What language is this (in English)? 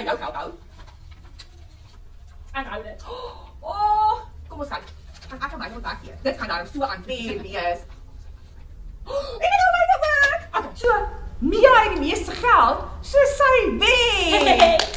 Afrikaans